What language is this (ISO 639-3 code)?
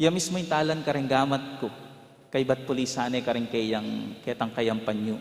pam